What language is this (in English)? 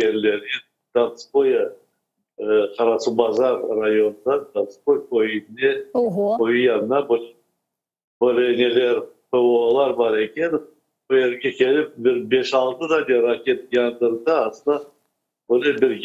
Crimean Tatar